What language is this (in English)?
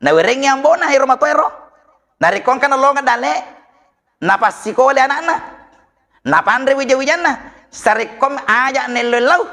Buginese